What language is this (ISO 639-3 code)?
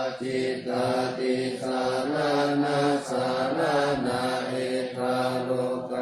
pli